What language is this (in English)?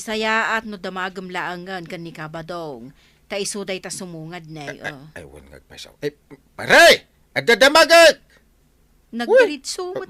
Iloko